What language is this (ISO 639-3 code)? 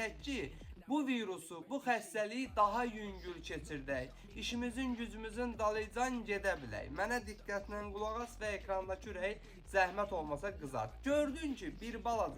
aze